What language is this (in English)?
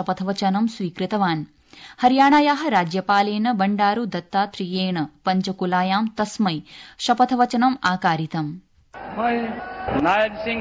Sanskrit